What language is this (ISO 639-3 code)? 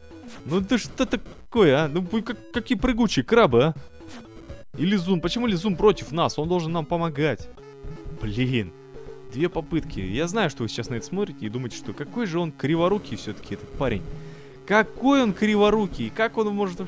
rus